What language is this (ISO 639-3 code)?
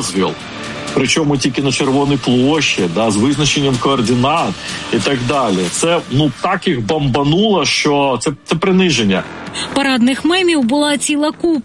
ukr